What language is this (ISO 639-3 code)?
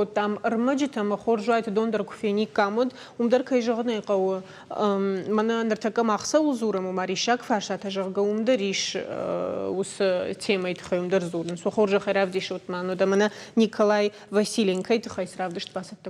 oss